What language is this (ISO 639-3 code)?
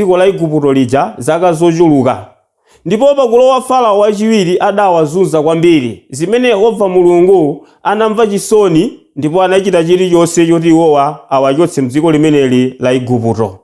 nya